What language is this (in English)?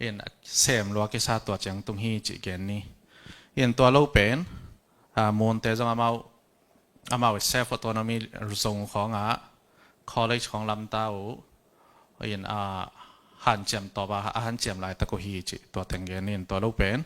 Tedim Chin